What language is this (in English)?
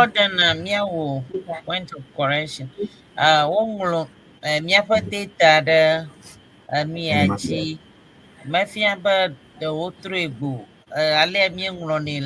Ewe